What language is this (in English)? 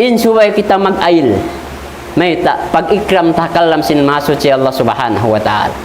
Tausug